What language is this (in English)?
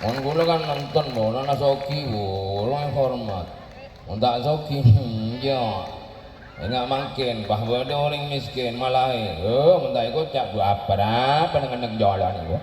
Madurese